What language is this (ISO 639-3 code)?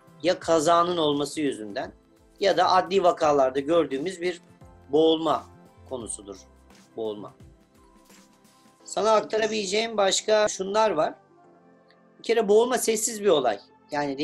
tur